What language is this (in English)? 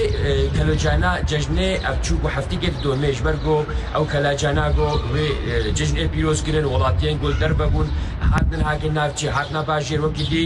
Kurdish